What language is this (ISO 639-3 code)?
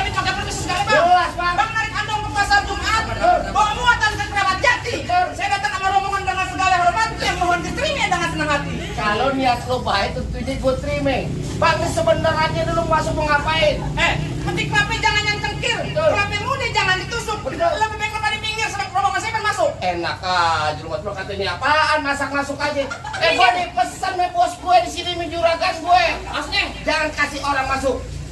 bew